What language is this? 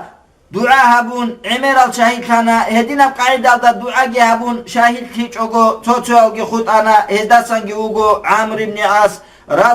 Avaric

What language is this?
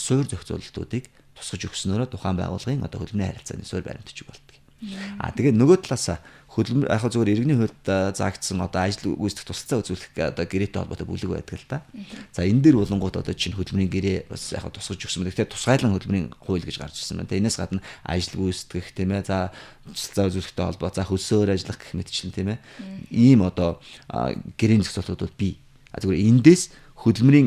Mongolian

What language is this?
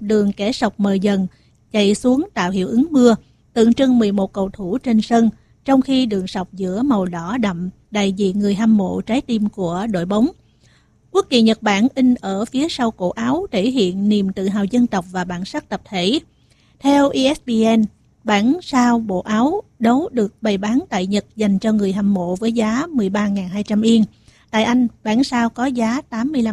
Vietnamese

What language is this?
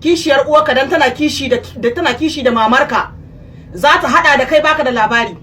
Hausa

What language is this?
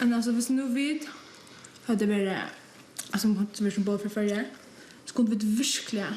Faroese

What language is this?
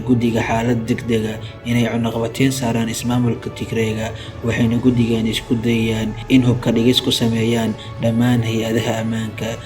Somali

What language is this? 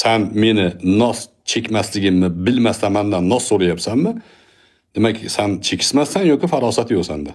Uzbek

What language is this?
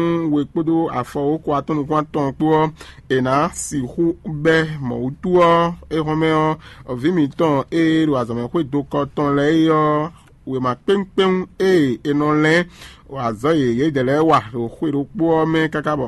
Fon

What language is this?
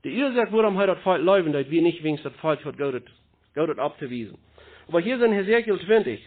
Plautdietsch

